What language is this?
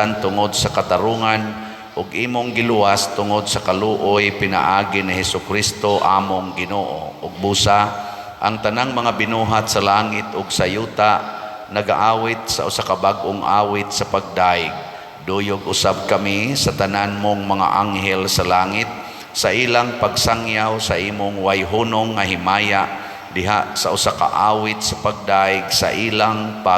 Cebuano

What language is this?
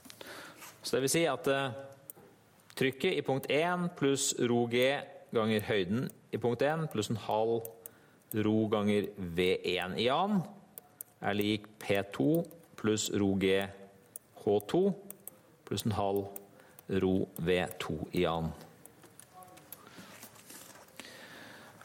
Norwegian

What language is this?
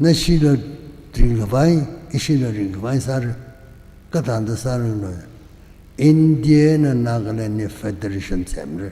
Tangkhul Naga (India)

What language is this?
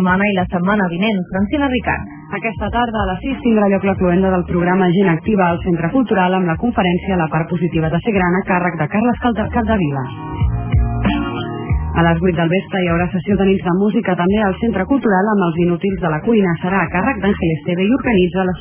Catalan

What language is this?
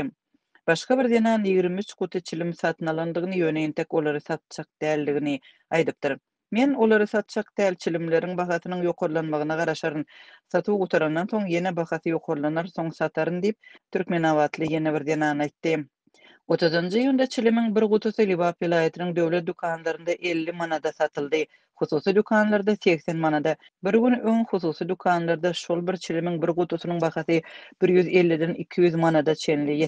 Turkmen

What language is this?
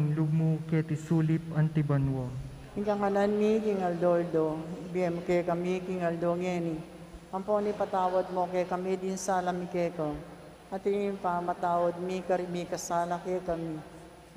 Pampanga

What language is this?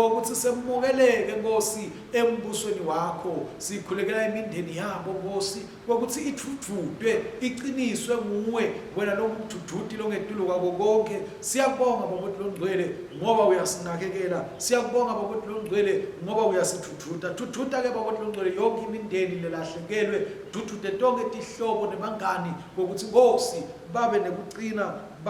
Swati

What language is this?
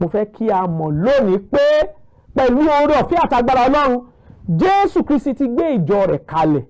Yoruba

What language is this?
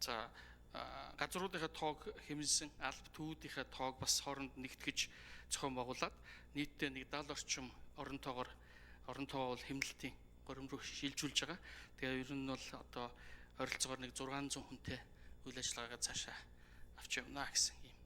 Mongolian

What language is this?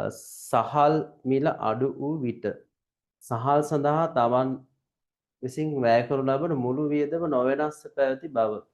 Sinhala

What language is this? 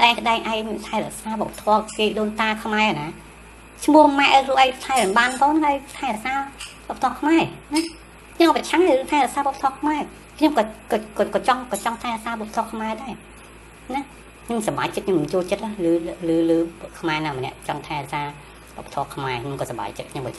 Khmer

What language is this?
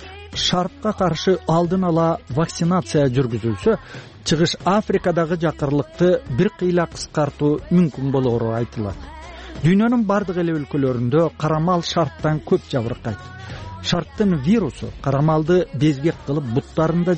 Kyrgyz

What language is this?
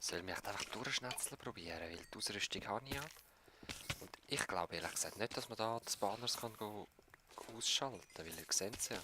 Swiss German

